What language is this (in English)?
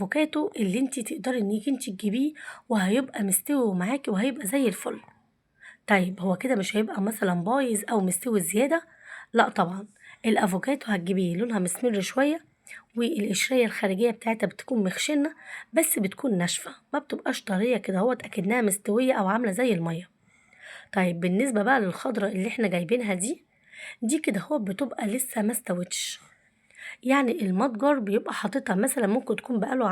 Egyptian Arabic